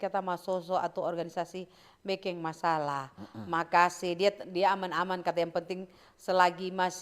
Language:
Manado Malay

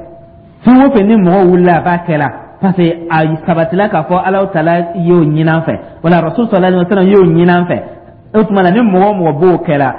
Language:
Dyula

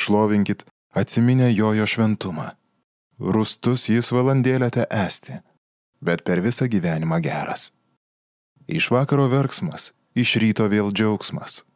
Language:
Lithuanian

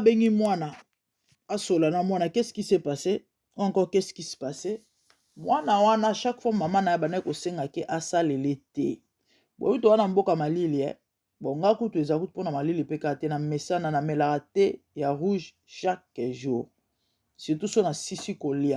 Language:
Lingala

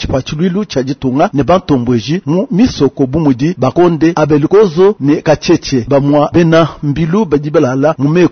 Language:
Luba-Lulua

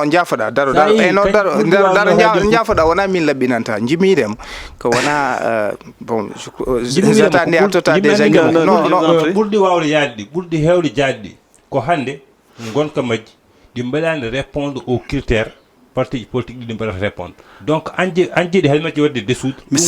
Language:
Fula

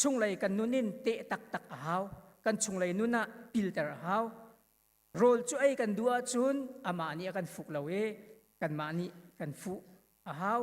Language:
Hakha Chin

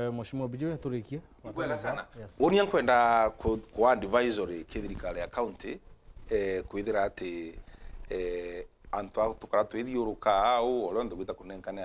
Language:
Meru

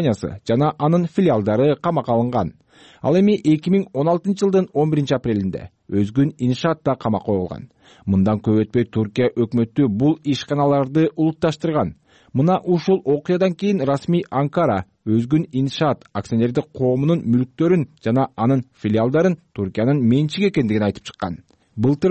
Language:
Kyrgyz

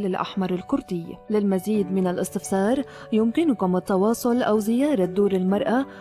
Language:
North Levantine Arabic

